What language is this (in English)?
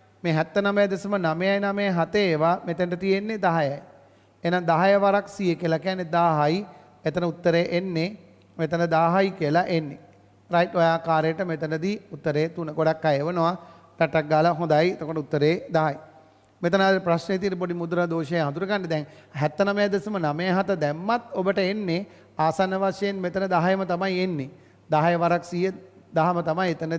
Sinhala